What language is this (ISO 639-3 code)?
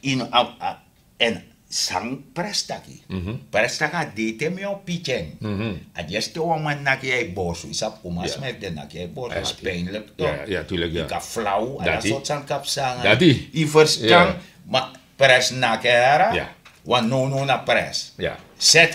srn